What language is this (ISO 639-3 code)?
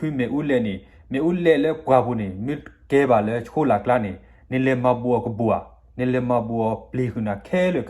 ksw